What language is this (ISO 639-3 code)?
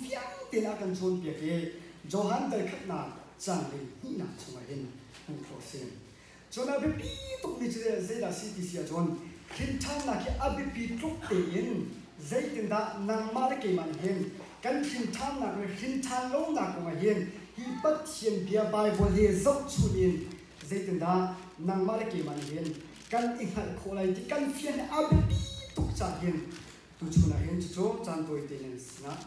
cnh